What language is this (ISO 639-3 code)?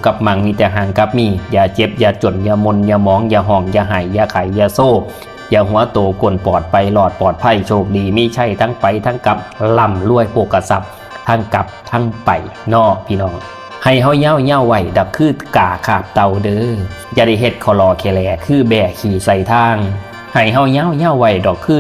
tts